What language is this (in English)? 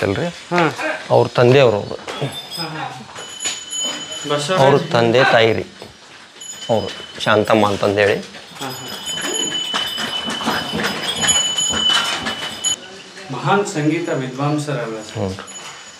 Kannada